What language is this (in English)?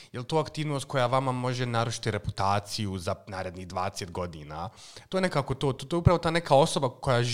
Croatian